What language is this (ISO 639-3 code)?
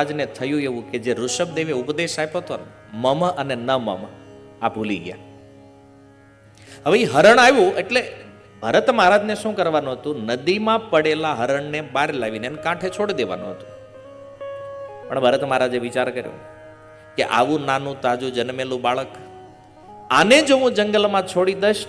guj